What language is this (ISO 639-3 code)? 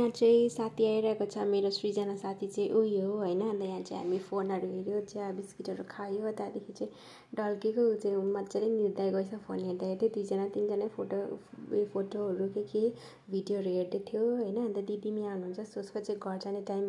nep